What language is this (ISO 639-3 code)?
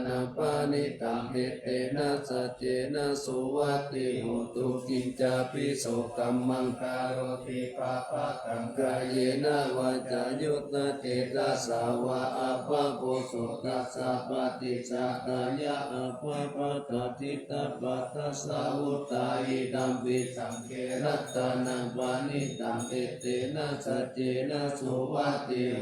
pli